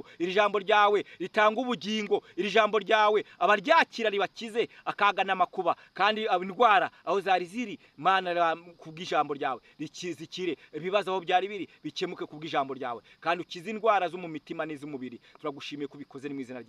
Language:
Kinyarwanda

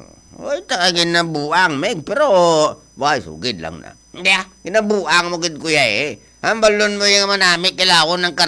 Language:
Hiligaynon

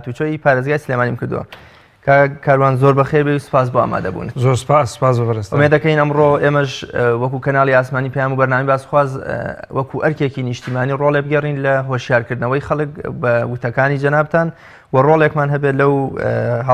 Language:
Central Kurdish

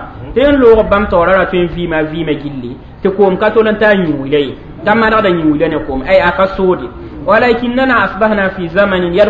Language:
Mossi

